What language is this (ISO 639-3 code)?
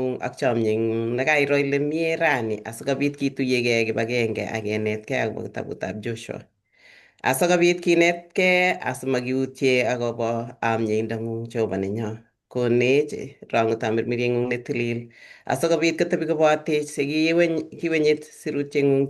kln